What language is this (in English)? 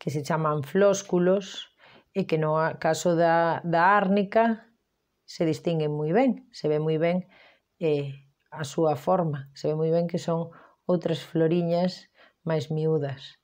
Galician